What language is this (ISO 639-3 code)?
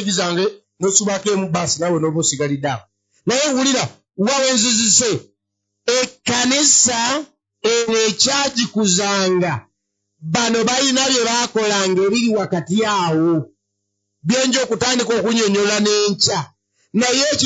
lug